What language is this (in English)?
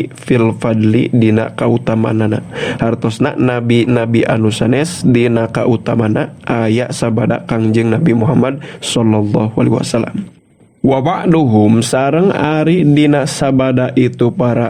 Sundanese